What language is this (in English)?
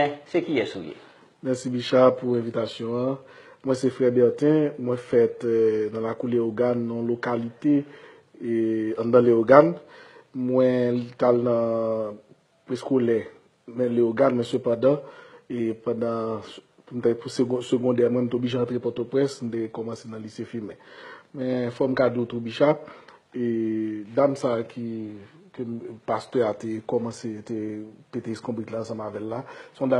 Haitian Creole